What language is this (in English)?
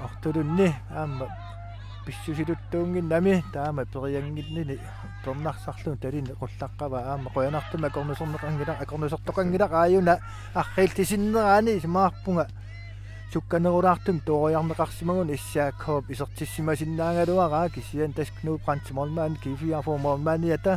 Kalaallisut